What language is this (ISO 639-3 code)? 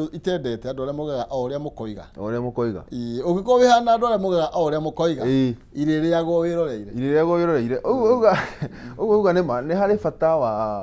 kik